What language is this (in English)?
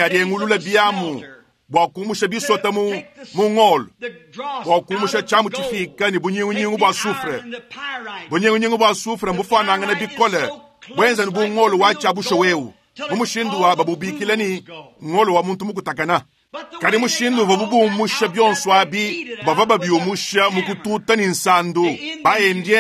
Luba-Lulua